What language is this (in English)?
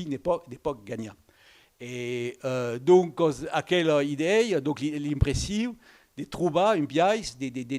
Occitan